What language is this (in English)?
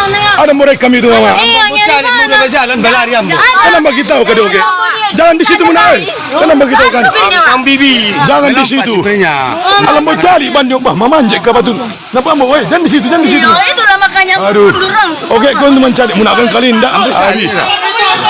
Minangkabau